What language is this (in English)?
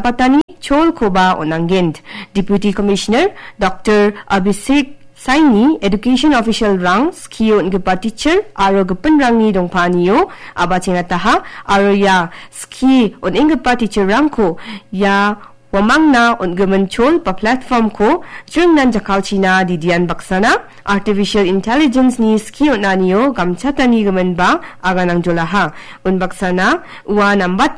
Garo